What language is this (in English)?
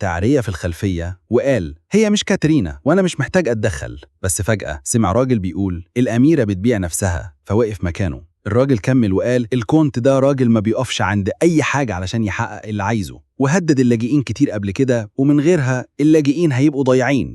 Egyptian Arabic